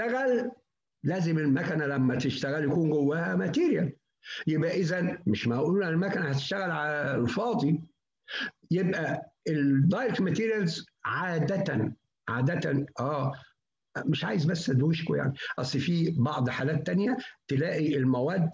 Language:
Egyptian Arabic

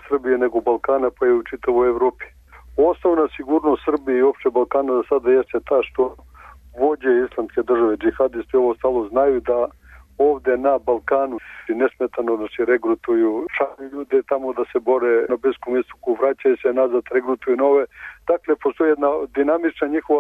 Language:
Serbian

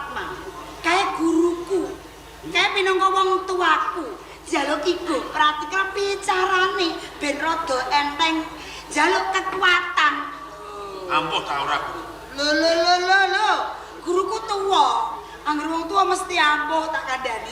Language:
Javanese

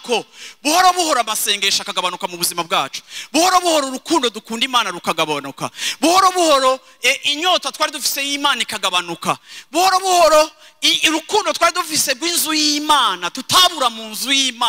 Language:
Rundi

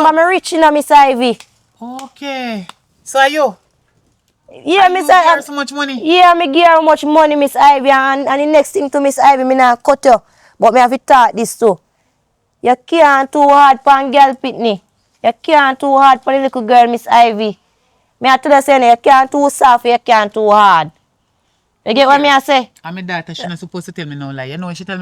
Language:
Jamaican Creole English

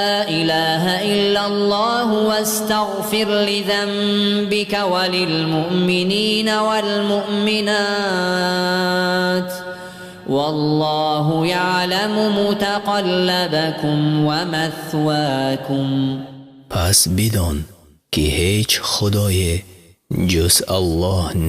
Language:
Persian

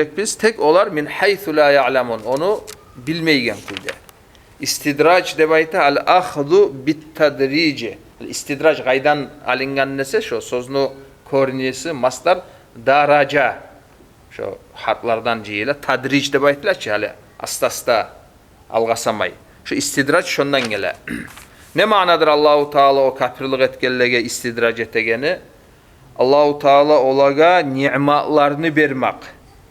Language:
Kumyk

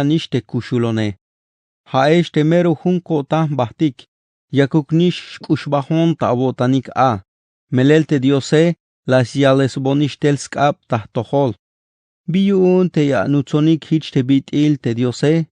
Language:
Tzeltal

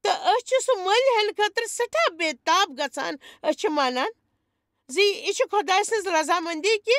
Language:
Kashmiri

